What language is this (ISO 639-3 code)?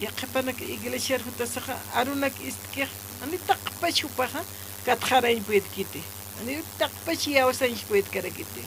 aym